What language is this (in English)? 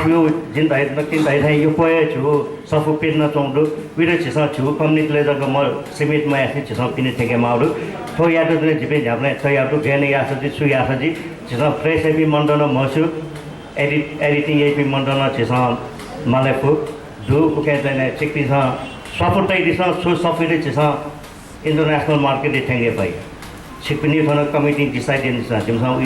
Newari